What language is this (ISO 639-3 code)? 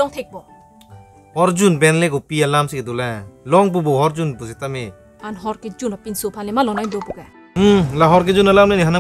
mjw